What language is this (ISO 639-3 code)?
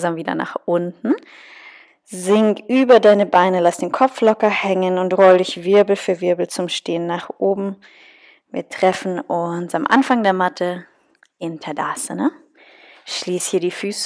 deu